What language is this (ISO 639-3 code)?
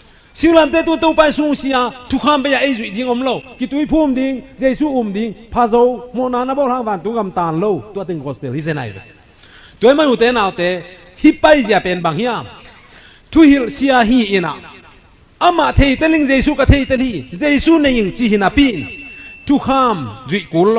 ctd